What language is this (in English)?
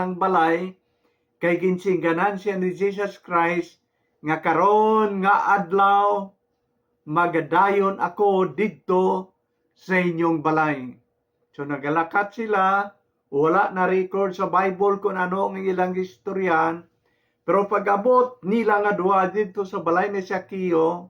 Hiligaynon